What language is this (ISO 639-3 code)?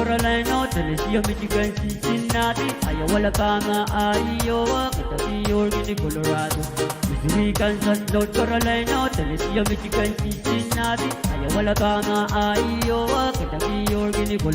pon